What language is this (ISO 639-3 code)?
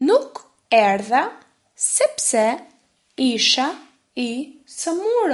sqi